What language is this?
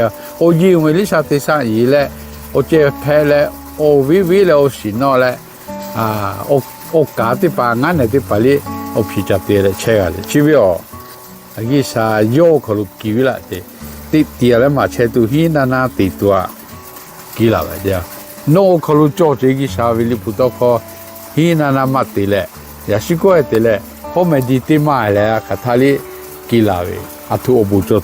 Lahu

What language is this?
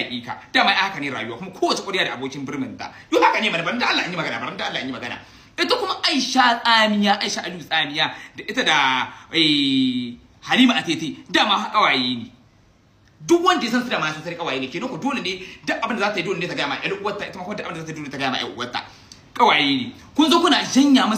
Hausa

